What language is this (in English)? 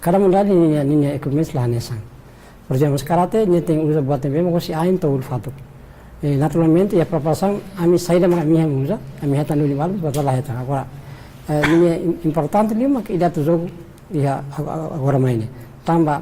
Tetum